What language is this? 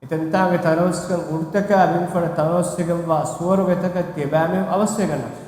Divehi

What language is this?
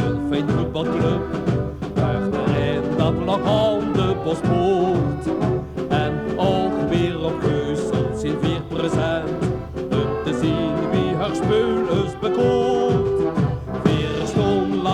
Limburgish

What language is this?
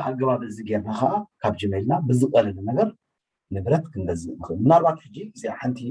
Tigrinya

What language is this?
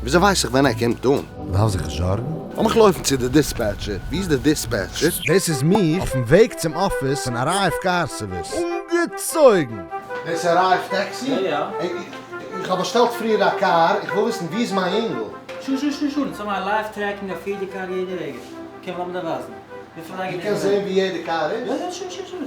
Yiddish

